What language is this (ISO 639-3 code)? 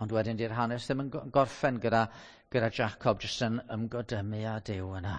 cym